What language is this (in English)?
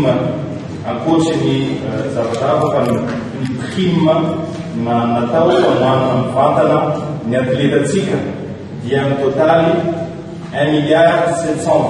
Malagasy